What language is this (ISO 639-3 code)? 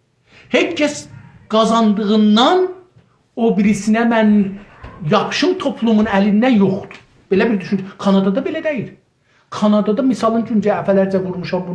azb